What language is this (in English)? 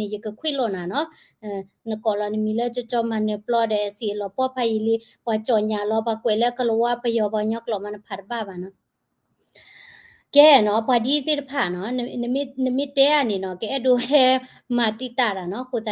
S'gaw Karen